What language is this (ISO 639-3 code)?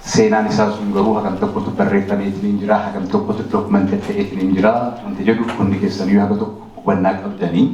orm